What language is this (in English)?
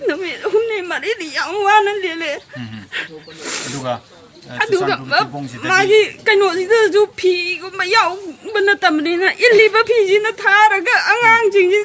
Manipuri